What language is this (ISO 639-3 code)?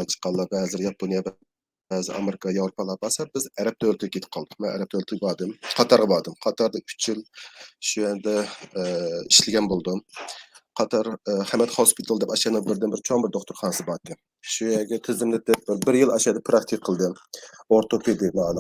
uig